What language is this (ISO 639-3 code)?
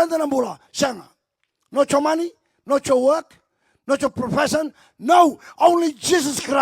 fij